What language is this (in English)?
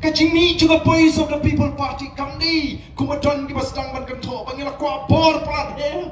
Khasi